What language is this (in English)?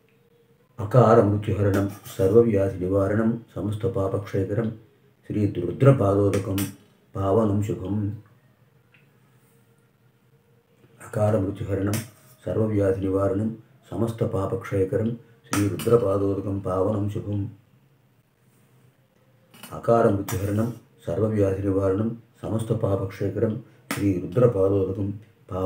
Telugu